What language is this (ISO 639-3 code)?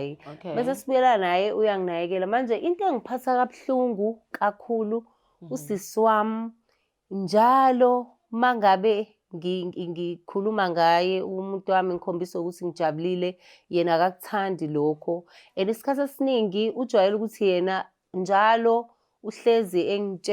zul